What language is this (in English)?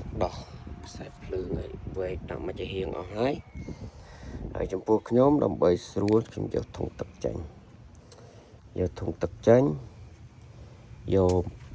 Khmer